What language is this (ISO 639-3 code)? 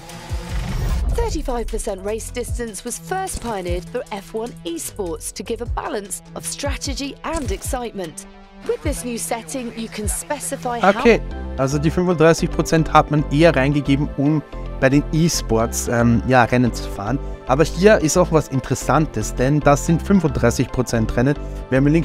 deu